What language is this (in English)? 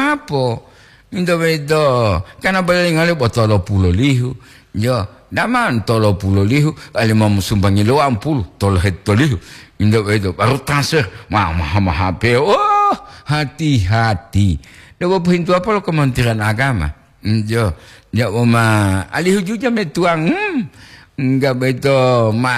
Gorontalo